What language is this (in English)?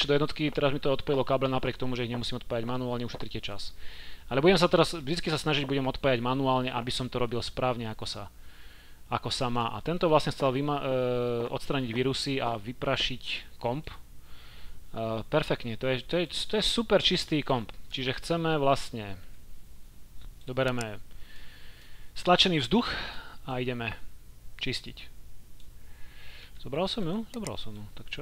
Slovak